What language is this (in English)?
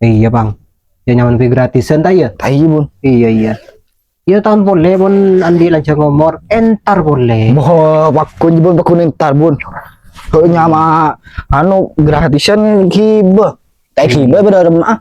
Madurese